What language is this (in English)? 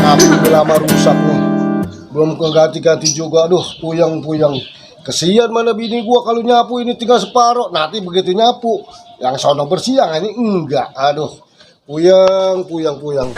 Betawi